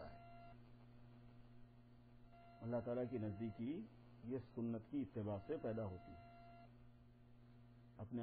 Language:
Urdu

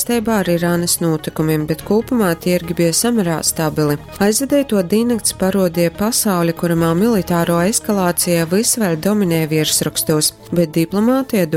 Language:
Latgalian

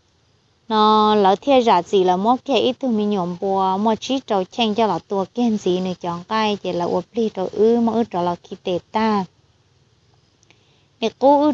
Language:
Vietnamese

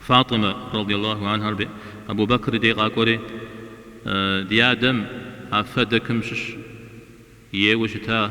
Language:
Kabardian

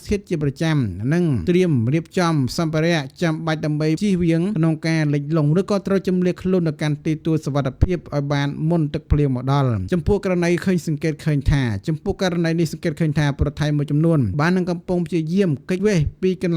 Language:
Khmer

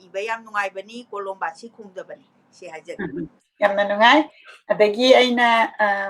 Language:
Manipuri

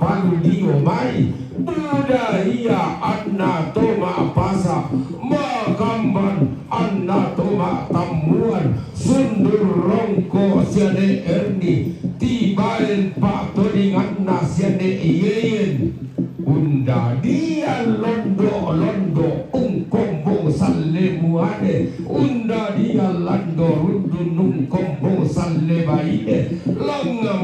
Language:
Toraja-Sa'dan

